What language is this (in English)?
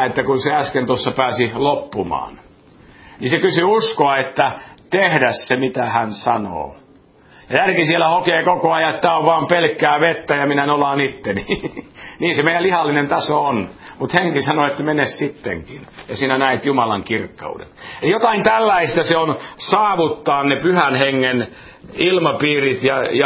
Finnish